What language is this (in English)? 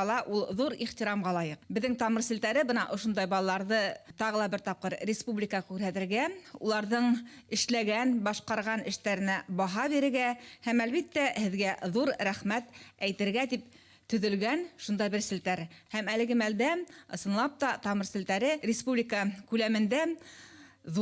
Bashkir